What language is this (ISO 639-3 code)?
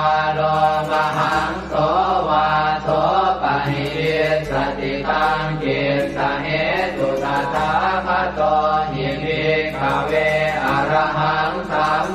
pli